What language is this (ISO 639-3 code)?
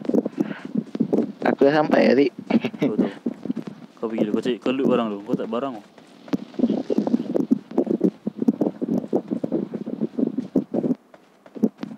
msa